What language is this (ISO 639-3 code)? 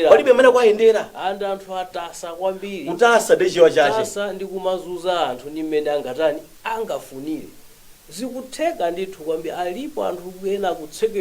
nya